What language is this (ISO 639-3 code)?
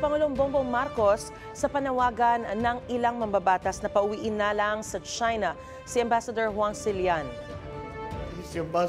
fil